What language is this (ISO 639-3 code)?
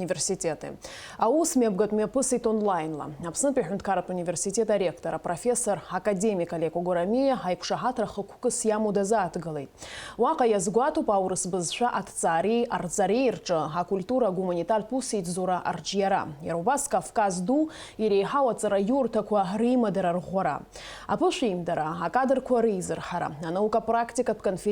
abk